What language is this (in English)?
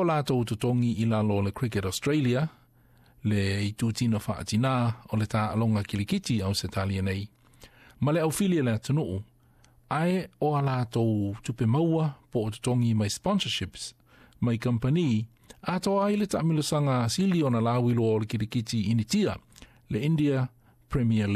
Samoan